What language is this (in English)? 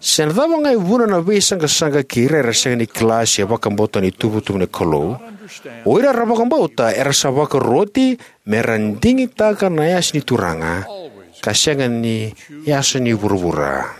Fijian